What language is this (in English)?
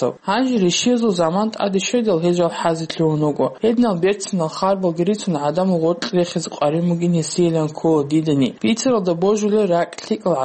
Avaric